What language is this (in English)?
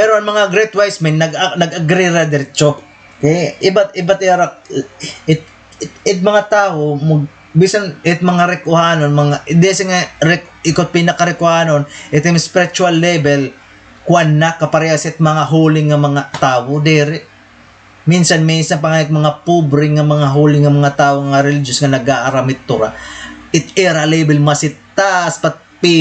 Waray